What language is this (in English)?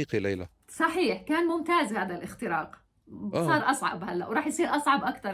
North Levantine Arabic